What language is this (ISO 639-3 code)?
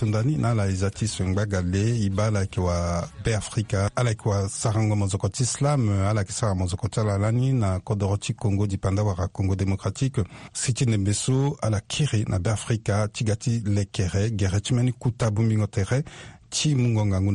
sag